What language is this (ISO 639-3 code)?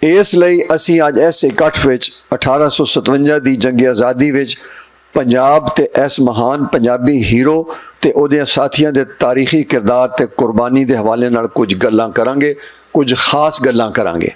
lah